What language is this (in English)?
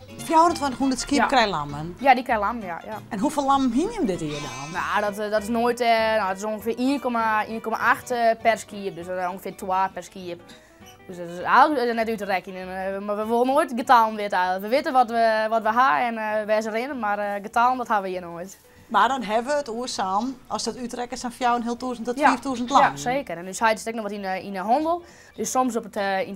Western Frisian